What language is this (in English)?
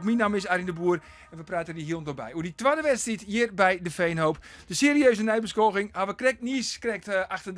Western Frisian